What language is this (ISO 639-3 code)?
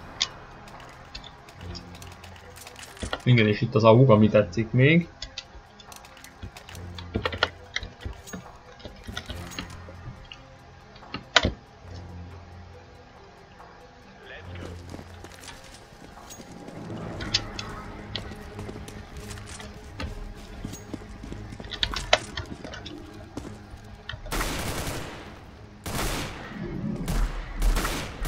hun